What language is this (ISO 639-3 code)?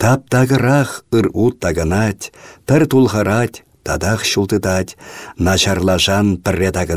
chv